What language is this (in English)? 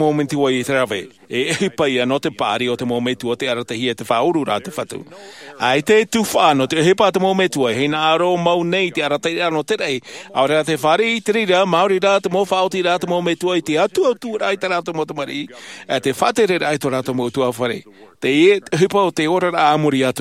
Tahitian